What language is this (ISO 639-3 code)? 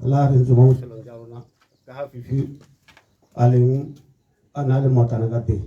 tsn